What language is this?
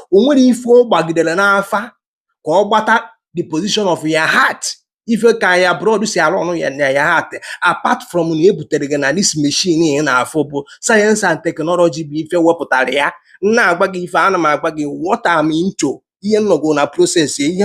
Igbo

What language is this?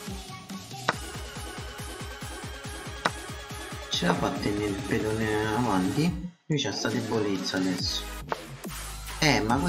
Italian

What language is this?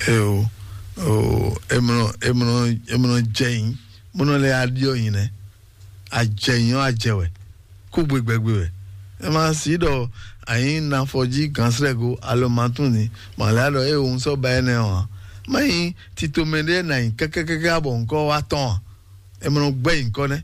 Fon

